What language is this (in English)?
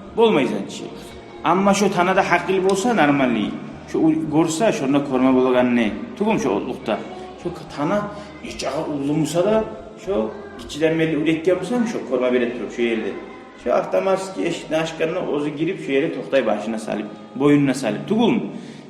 Kumyk